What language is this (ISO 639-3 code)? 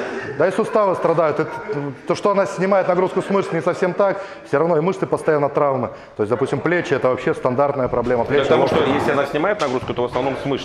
rus